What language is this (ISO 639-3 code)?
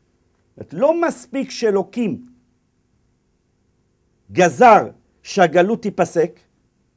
heb